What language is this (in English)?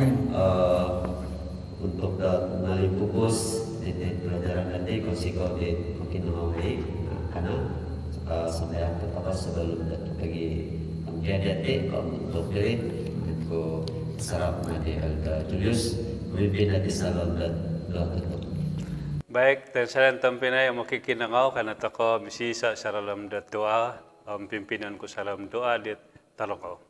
Central Dusun